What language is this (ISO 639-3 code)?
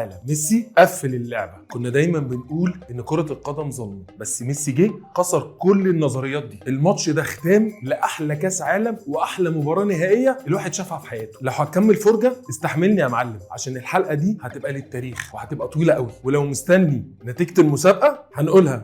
arz